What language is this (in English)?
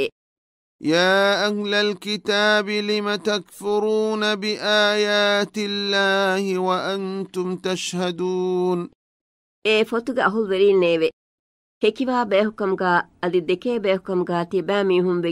Divehi